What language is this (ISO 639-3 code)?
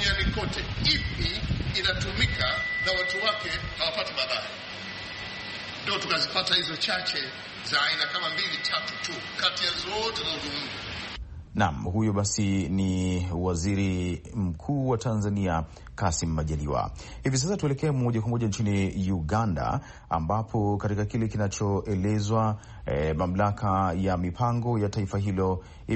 swa